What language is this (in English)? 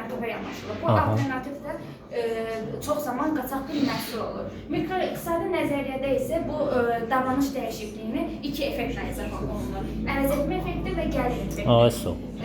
Azerbaijani